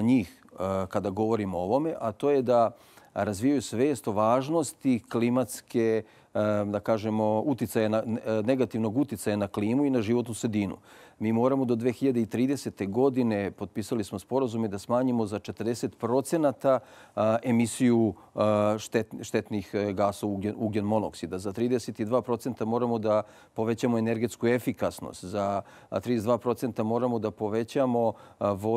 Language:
Serbian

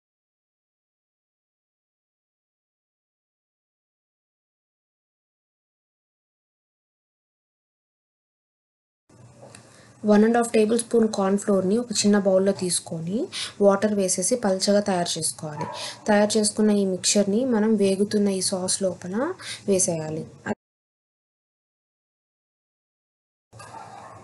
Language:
Telugu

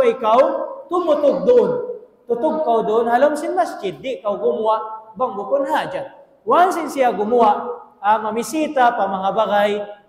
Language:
Tausug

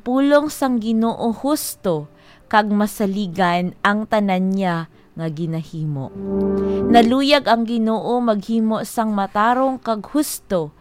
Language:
Hiligaynon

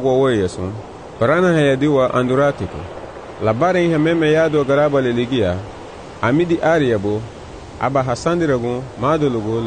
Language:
Garifuna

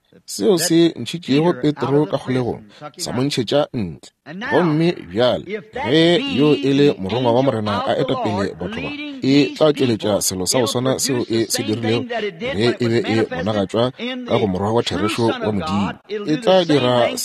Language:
Northern Sotho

